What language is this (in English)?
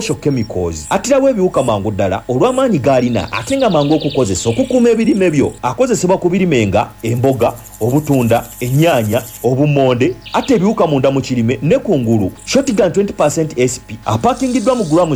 Ganda